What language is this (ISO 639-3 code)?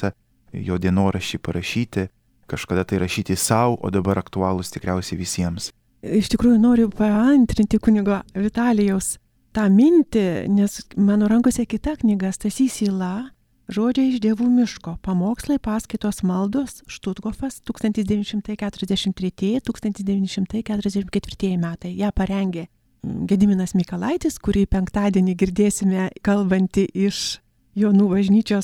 lit